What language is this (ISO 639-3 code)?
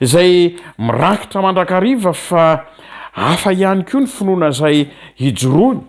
mlg